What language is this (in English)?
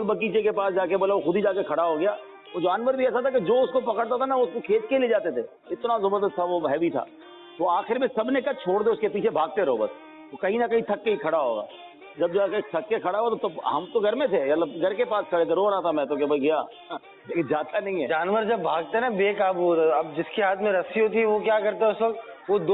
Urdu